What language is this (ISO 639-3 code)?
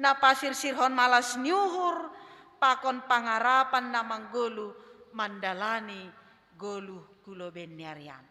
bts